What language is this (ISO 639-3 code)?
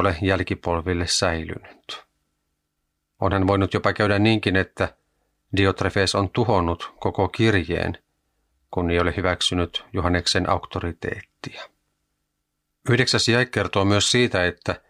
fin